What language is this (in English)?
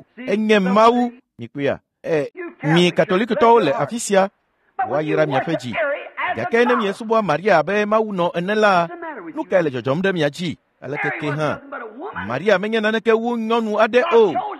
Ewe